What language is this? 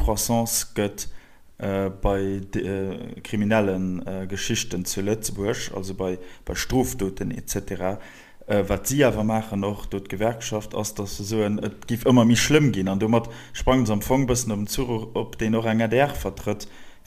Luxembourgish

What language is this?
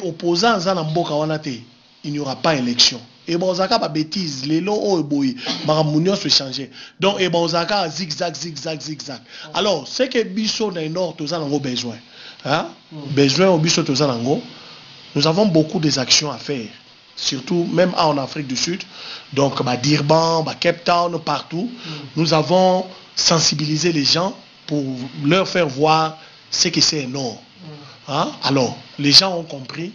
Lingala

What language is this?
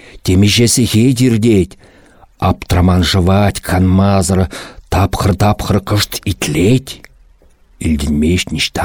Chuvash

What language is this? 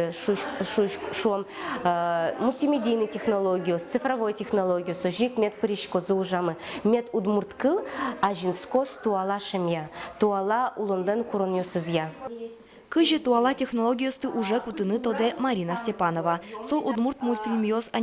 Udmurt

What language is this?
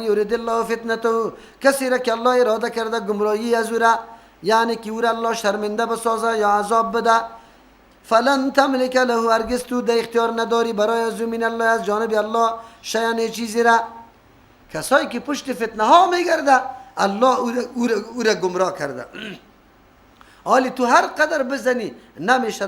Persian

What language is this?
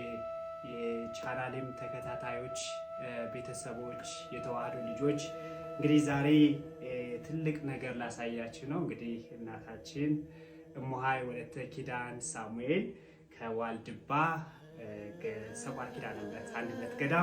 Amharic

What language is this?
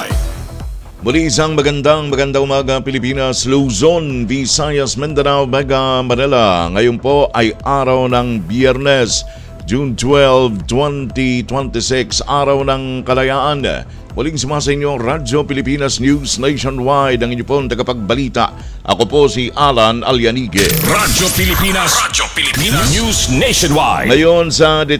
Filipino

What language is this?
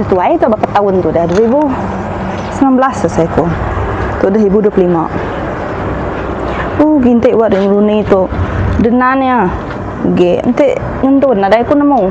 Iban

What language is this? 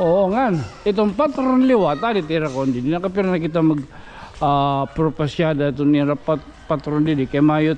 Waray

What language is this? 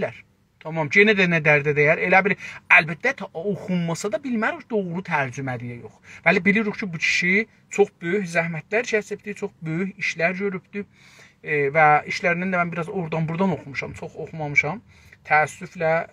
South Azerbaijani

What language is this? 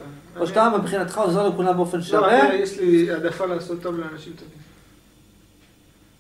Hebrew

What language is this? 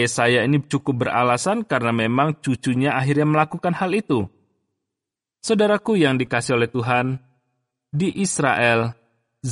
Indonesian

